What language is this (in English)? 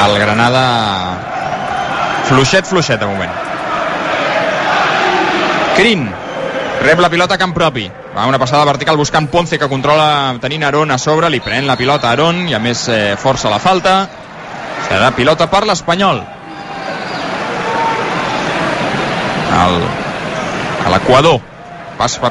Catalan